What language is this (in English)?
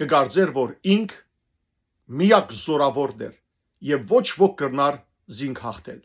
Western Armenian